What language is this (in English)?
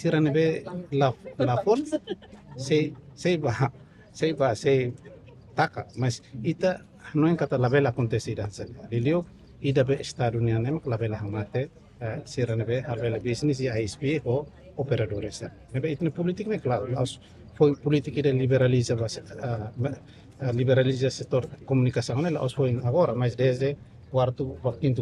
Tetum